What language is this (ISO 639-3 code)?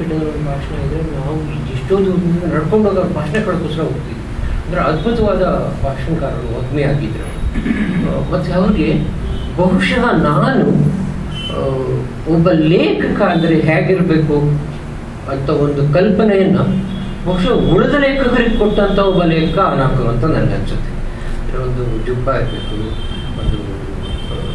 kan